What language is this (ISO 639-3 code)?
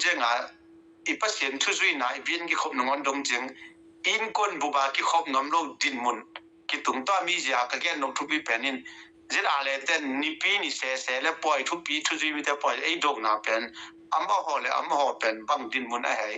ctd